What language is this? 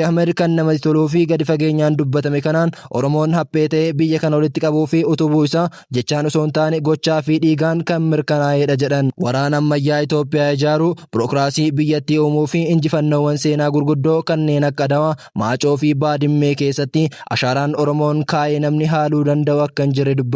Oromo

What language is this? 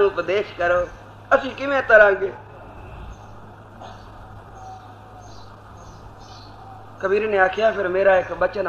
Punjabi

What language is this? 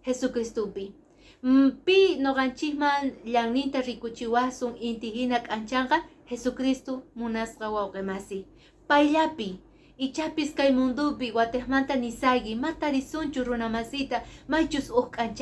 Quechua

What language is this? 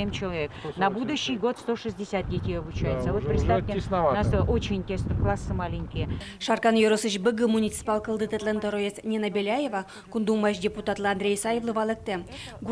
Udmurt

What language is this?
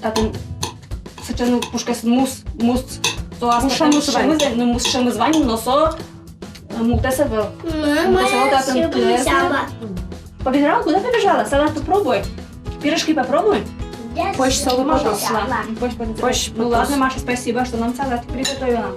Udmurt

